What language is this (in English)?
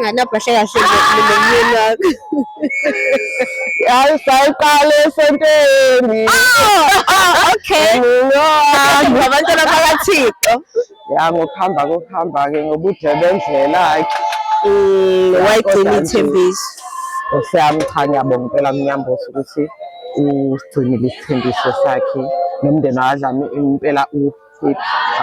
Zulu